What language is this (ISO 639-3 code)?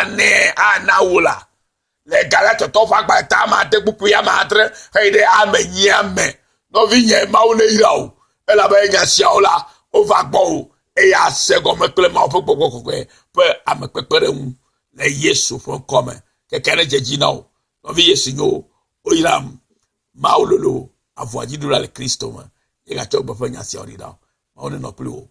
ewe